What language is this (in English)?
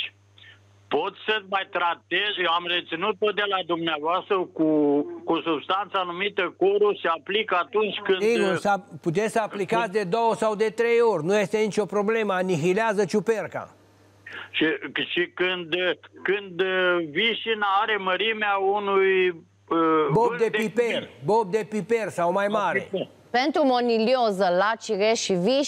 Romanian